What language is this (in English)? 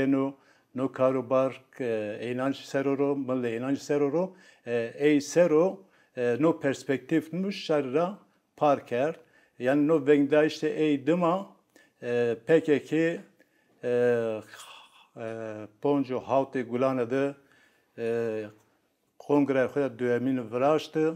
Zaza